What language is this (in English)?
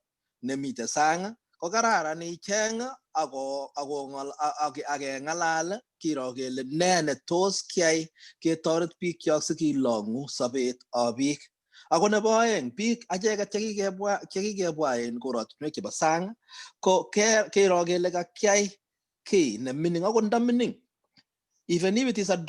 Kalenjin